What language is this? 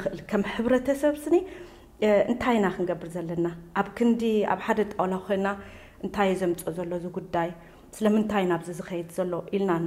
Tigrinya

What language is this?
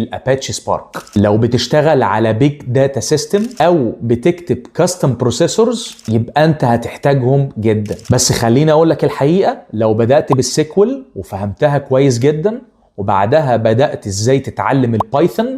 Egyptian Arabic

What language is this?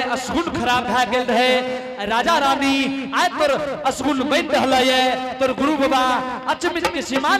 Angika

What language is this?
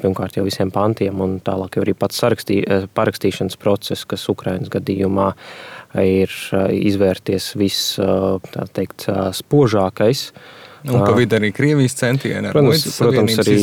Latvian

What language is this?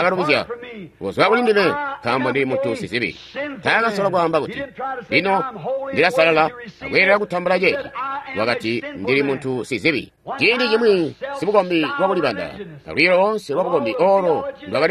Tonga (Zambia)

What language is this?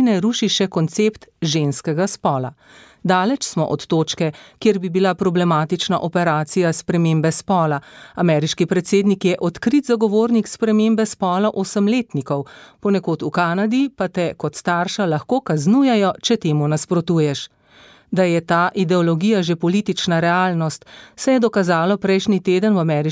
Slovenian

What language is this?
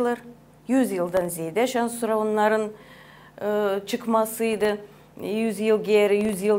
Gagauz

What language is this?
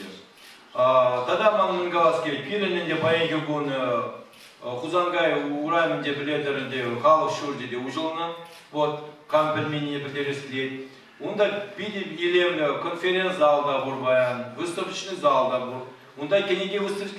Chuvash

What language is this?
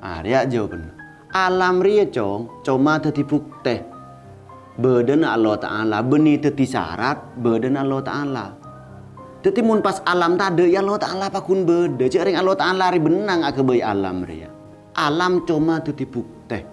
Madurese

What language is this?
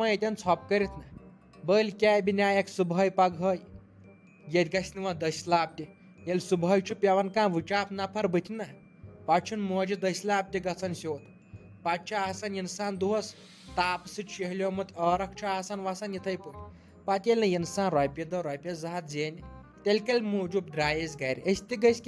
Kashmiri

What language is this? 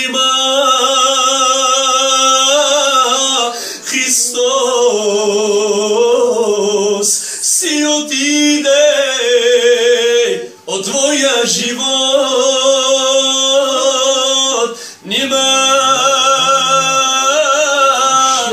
Bulgarian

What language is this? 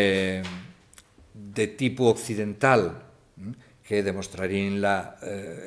Asturian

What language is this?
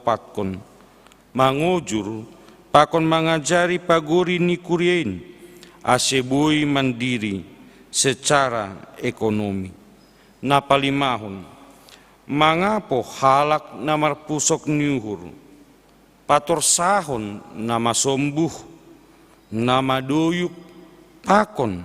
Batak Simalungun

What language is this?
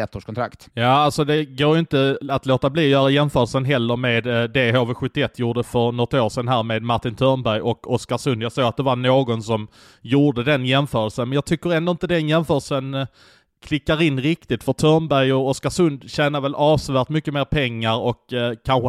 Swedish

